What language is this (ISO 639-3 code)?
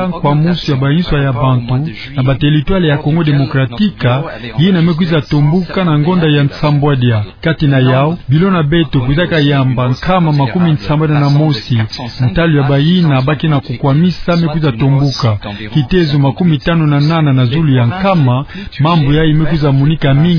ktu